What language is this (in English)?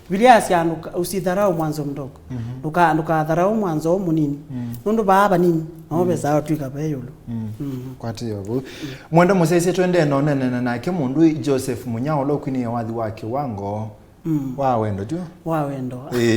Kamba